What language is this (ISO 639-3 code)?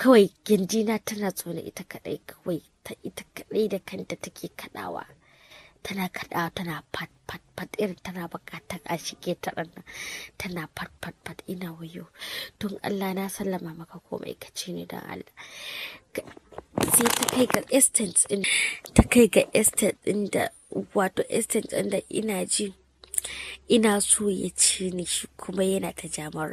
hau